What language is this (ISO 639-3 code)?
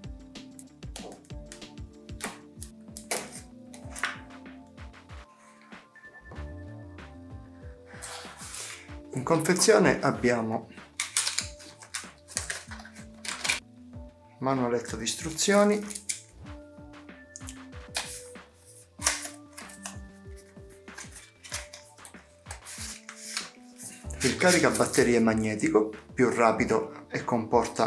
ita